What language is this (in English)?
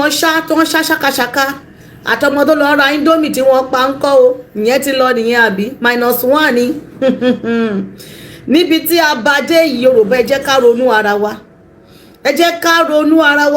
Yoruba